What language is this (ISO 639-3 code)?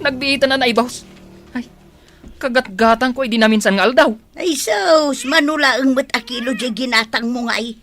ilo